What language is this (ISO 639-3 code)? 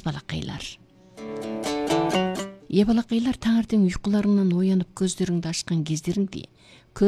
kaz